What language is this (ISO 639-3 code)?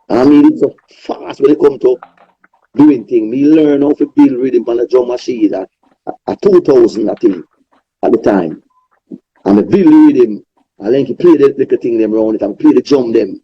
jam